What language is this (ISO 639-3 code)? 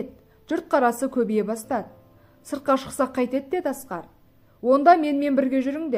kaz